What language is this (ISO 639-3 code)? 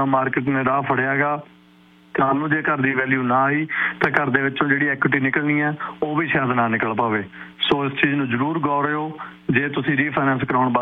pan